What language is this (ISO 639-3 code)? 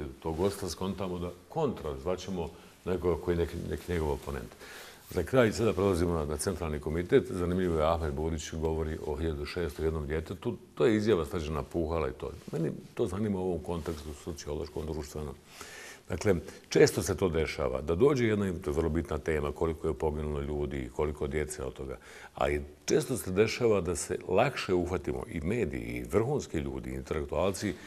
bos